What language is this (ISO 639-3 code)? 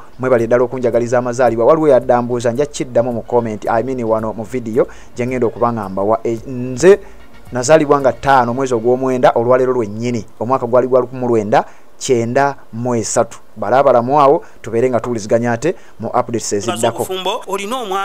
lug